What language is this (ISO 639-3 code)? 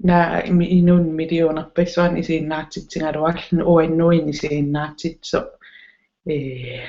kal